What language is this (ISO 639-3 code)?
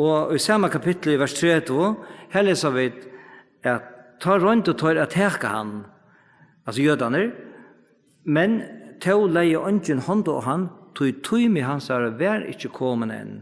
fao